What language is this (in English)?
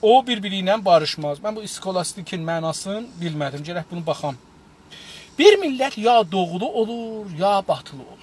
South Azerbaijani